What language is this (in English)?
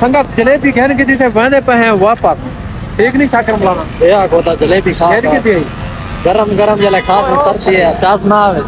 Saraiki